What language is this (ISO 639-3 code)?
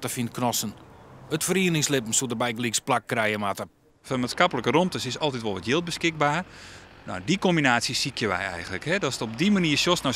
fry